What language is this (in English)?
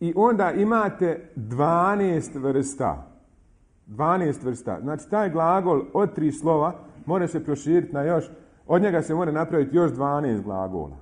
Bosnian